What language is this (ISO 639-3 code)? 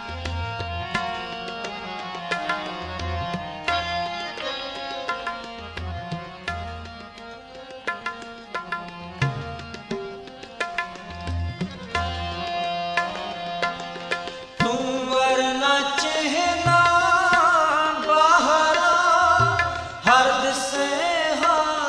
pan